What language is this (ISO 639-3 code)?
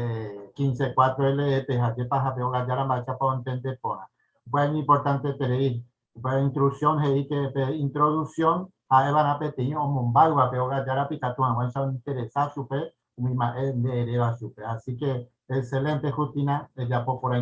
grn